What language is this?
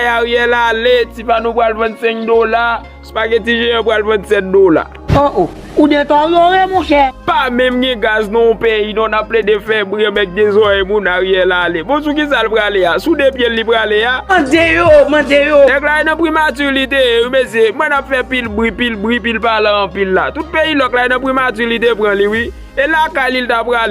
Haitian Creole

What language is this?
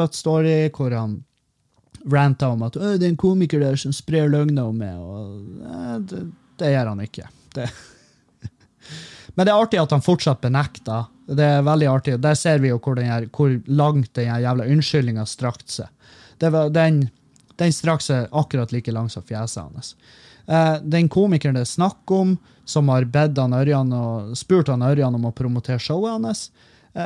Norwegian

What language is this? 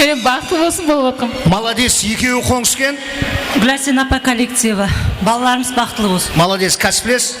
Kara-Kalpak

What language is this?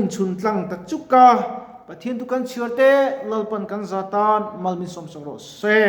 Mizo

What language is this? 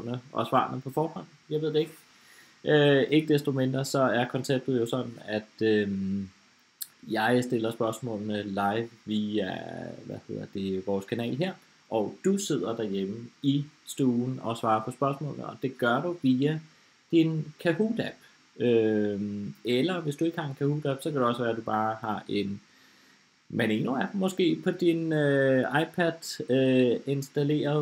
Danish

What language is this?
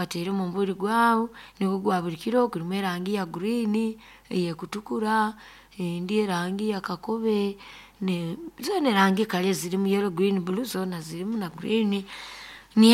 Nyoro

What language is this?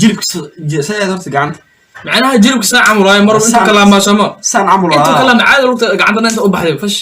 Somali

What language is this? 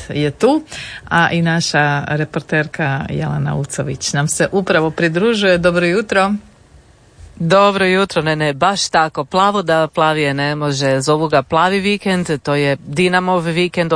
Croatian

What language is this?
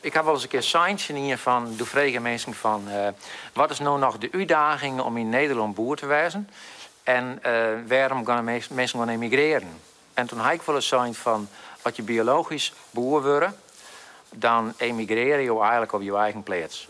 Western Frisian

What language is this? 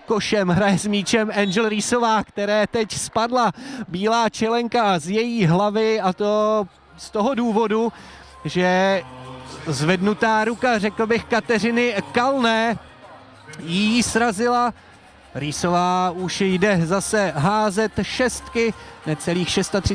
Czech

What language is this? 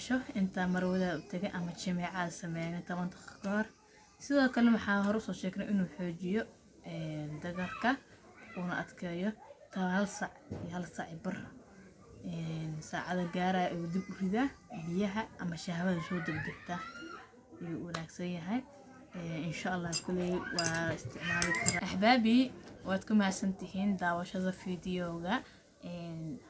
Somali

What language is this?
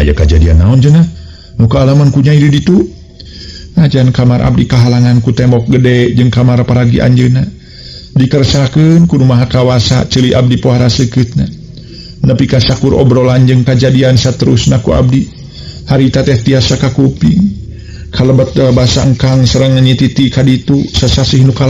Sundanese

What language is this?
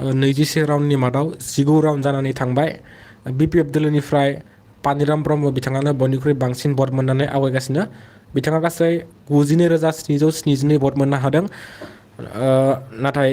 Bodo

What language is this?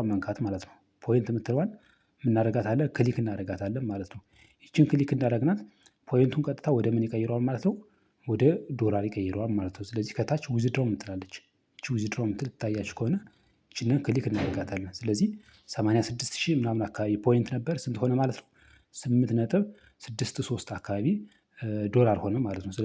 Amharic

